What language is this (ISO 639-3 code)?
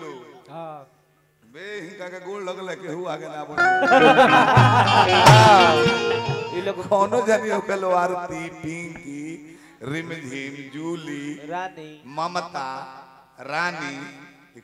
bho